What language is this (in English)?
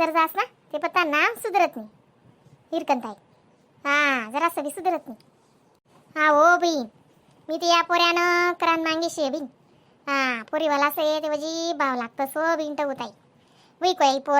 Khandesi